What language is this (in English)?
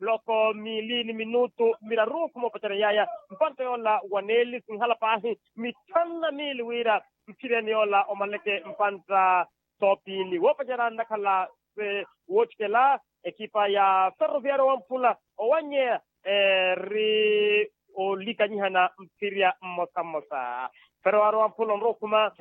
Makhuwa